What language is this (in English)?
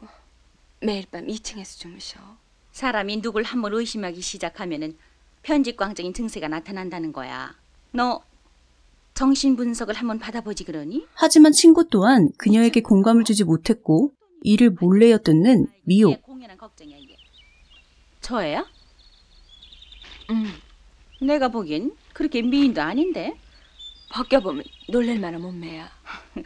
Korean